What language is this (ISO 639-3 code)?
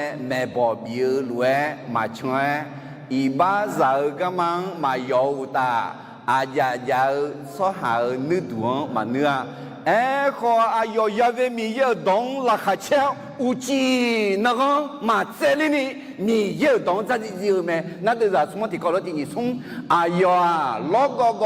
ahk